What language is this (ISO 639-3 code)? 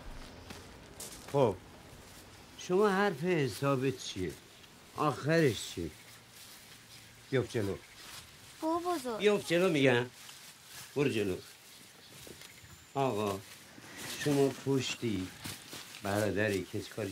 fas